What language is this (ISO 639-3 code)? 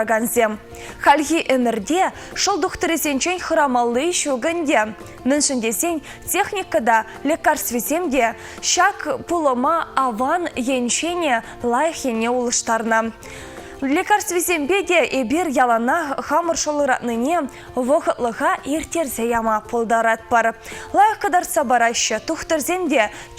chv